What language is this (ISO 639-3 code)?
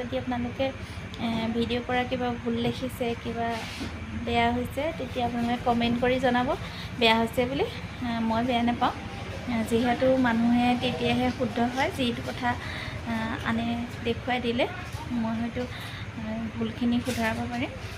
asm